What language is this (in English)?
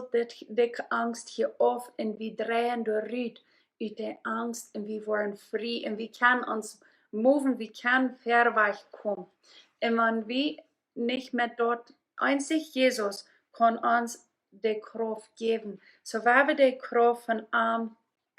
Plautdietsch